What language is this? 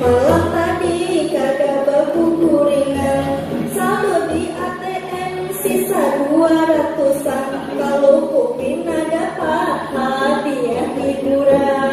Banjar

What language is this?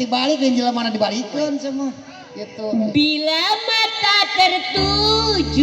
Sundanese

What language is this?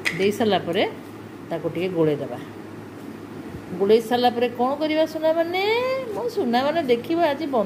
Odia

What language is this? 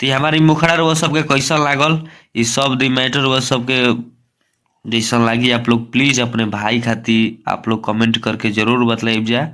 Bhojpuri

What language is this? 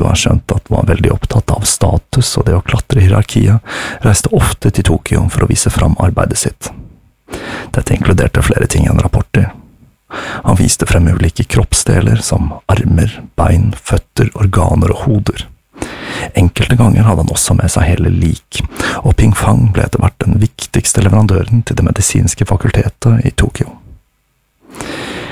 Norwegian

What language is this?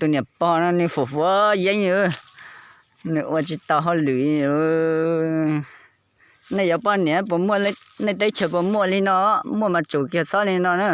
Hmong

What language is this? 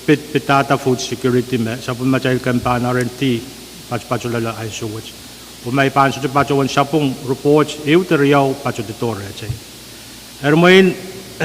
Pohnpeian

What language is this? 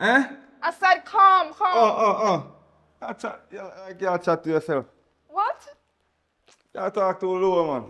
Jamaican Creole English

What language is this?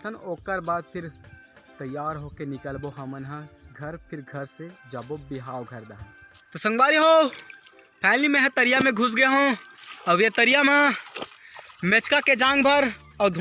Chhattisgarhi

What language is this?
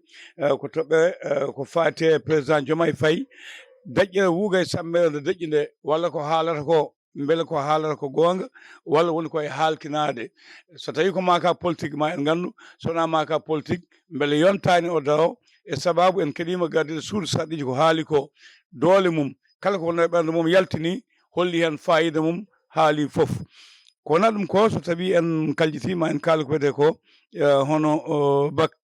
Fula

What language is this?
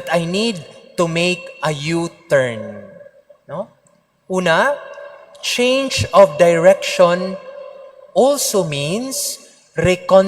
Cebuano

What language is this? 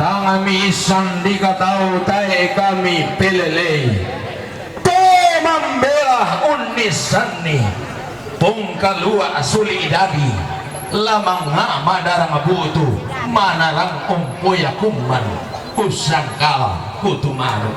Toraja-Sa'dan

